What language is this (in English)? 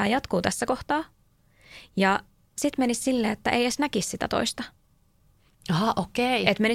Finnish